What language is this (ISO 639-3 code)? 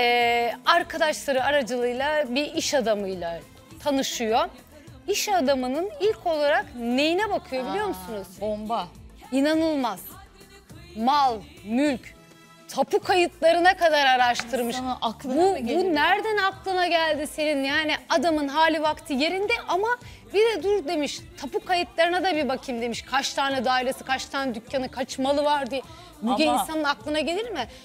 tur